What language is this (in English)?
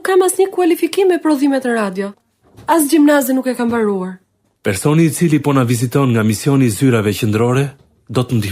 Albanian